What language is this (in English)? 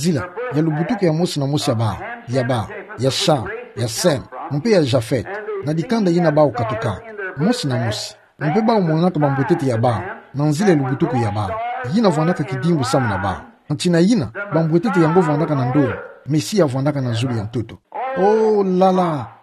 Kituba (Democratic Republic of Congo)